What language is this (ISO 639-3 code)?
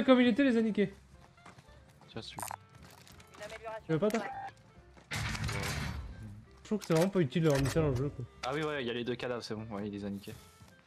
fra